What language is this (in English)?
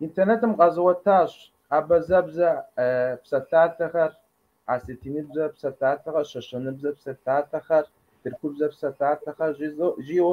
Kabardian